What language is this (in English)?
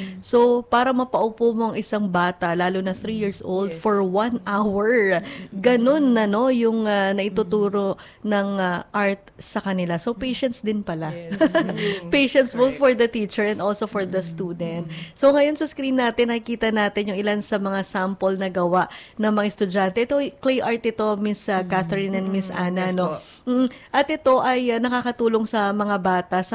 Filipino